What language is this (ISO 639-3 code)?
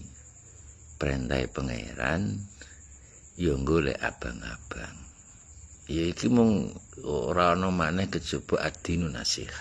jav